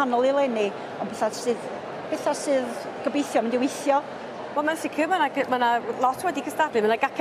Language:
Welsh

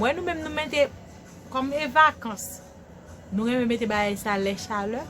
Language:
Haitian Creole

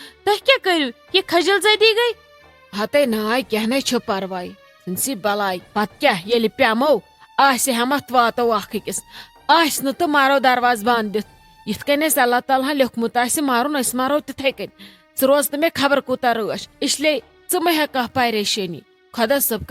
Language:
Kashmiri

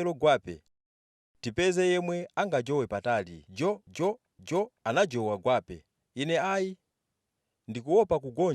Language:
Nyanja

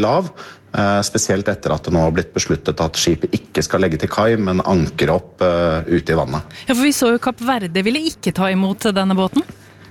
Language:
Norwegian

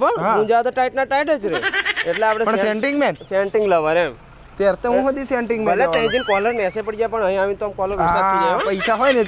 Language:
Gujarati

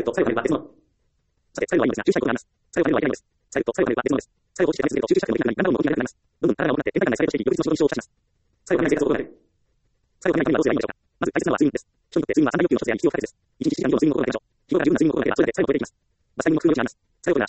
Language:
Japanese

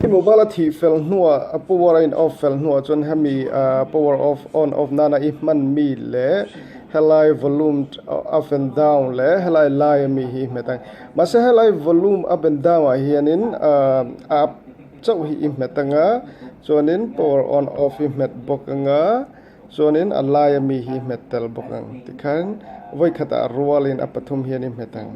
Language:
Mizo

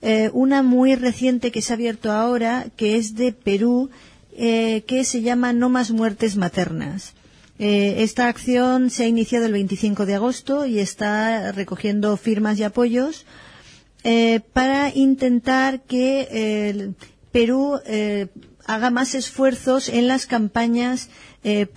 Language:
Spanish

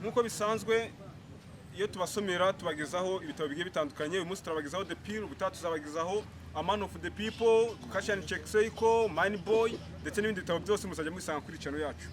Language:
Kinyarwanda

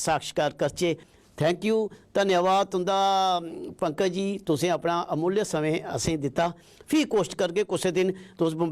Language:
Dogri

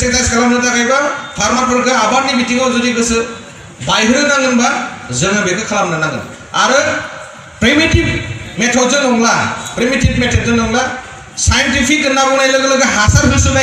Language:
Bodo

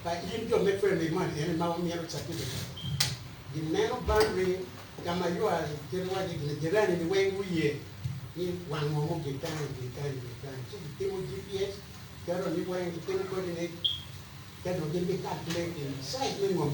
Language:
Acoli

